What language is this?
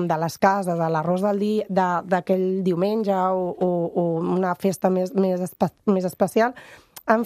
Catalan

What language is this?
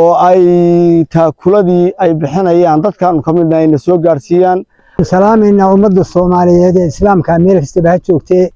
Somali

